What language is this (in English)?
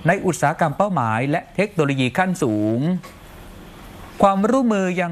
Thai